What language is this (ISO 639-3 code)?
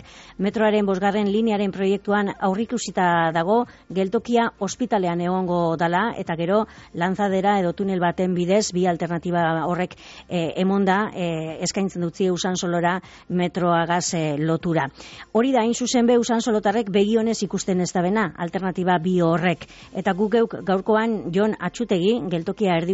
eus